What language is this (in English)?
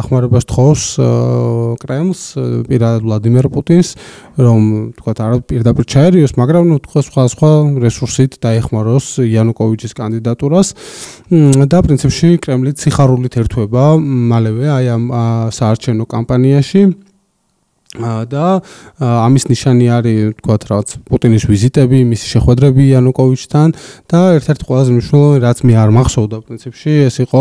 Georgian